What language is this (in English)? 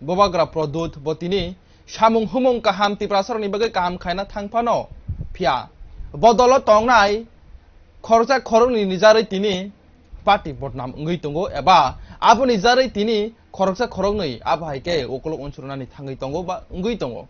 Kok Borok